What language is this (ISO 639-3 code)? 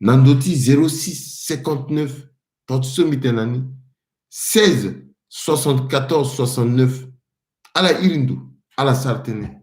sag